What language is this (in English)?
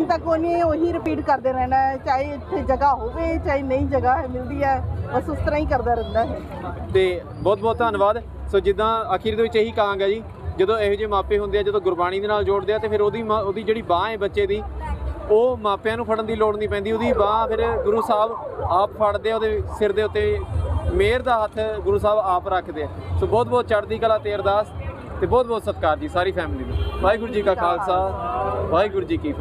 Punjabi